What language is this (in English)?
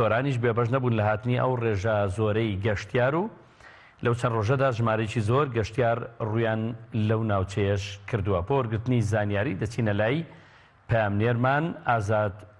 Central Kurdish